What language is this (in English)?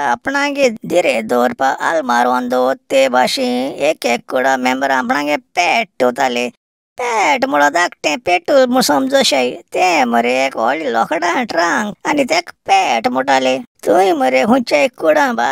Konkani